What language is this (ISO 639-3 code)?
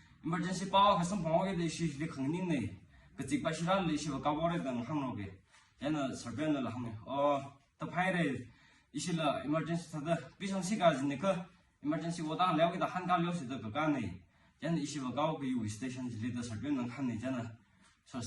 nmf